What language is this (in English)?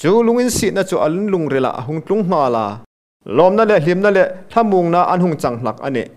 Hmar